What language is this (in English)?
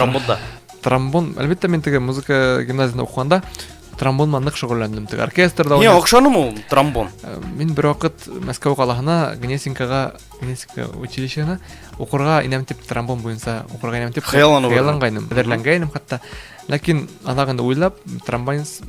Bashkir